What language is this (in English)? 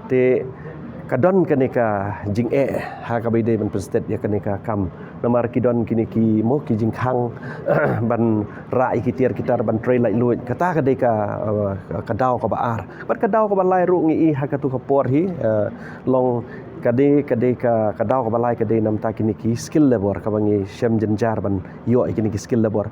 Khasi